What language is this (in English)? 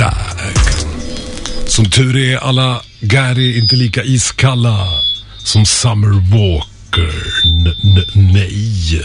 Swedish